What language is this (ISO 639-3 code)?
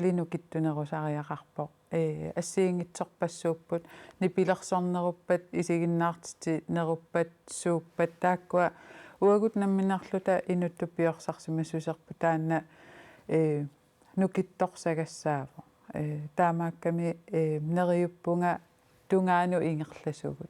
kal